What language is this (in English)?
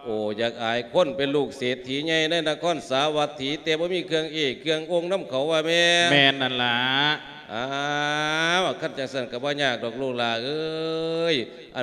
Lao